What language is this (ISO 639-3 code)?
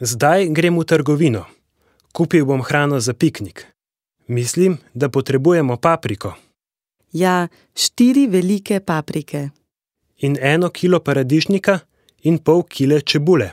slv